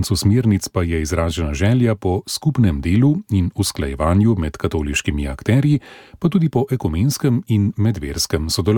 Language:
Slovenian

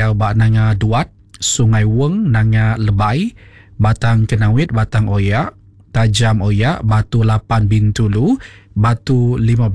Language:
Iban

